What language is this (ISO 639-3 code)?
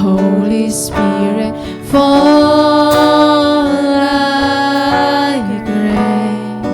war